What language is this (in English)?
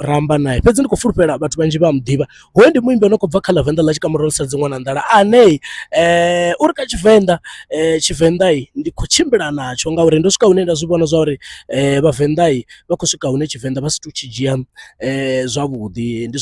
Venda